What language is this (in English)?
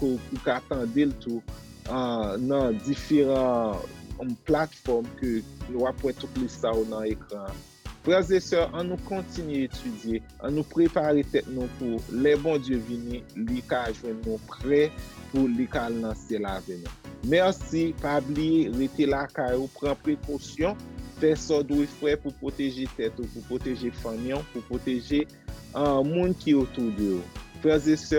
Haitian Creole